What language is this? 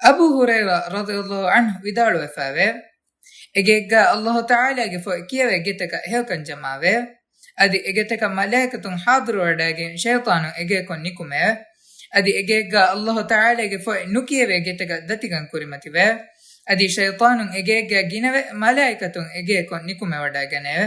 Divehi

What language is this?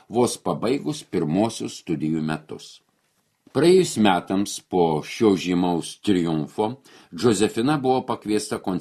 Lithuanian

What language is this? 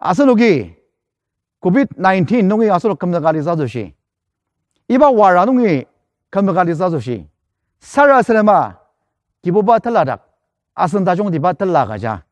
Ao Naga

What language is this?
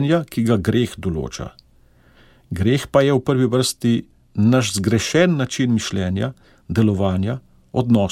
Slovenian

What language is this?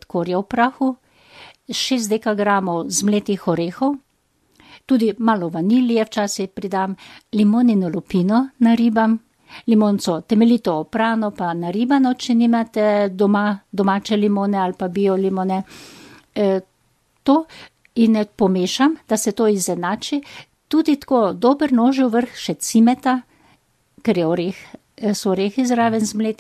Slovenian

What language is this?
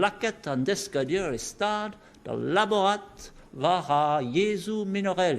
Breton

